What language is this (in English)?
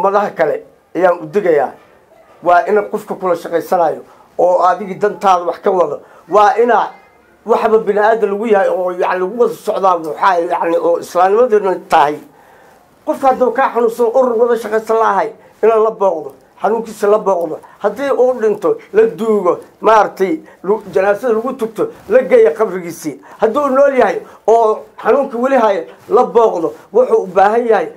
Somali